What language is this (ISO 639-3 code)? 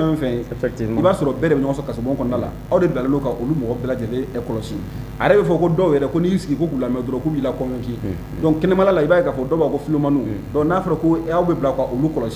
bam